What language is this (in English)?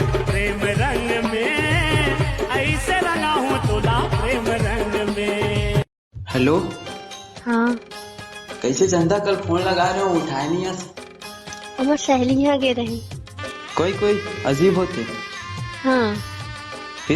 Chhattisgarhi